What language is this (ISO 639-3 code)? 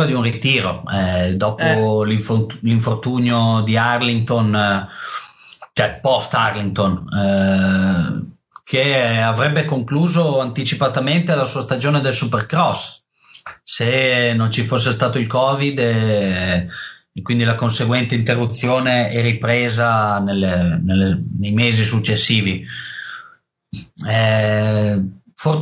ita